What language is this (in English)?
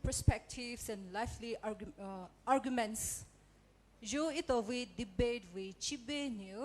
Poumei Naga